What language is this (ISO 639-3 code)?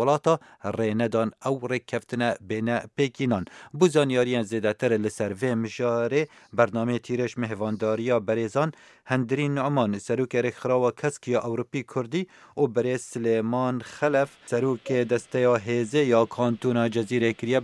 kur